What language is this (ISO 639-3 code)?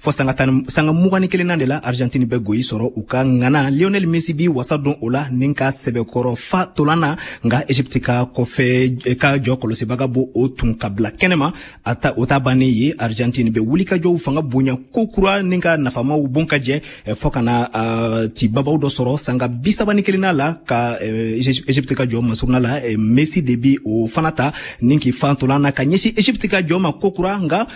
bam